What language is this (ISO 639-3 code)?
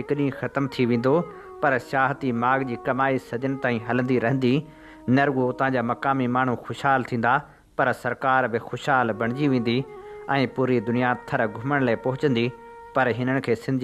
snd